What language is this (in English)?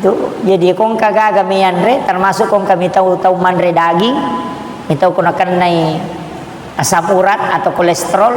Buginese